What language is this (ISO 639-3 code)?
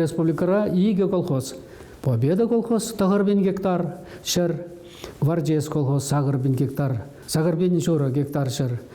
chv